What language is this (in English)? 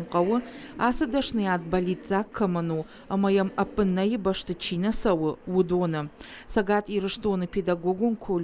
Ossetic